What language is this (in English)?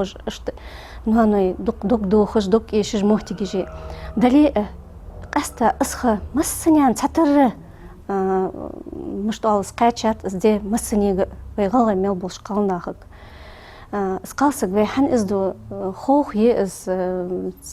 Ingush